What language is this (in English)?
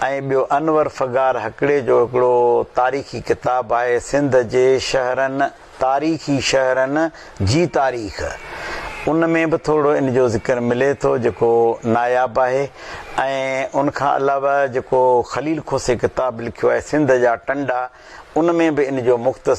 Sindhi